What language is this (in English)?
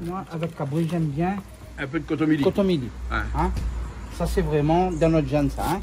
Réunion Creole French